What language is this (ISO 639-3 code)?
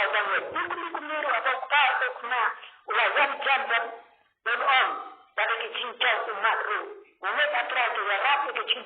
kha